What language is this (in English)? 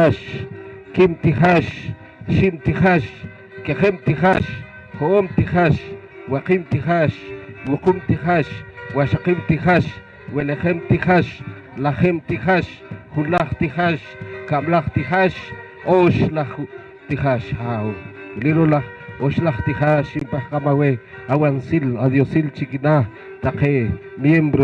Poqomchi'